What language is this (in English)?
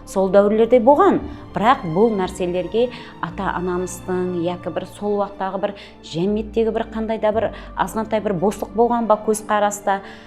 Kara-Kalpak